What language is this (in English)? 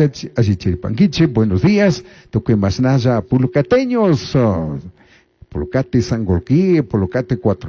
Chimborazo Highland Quichua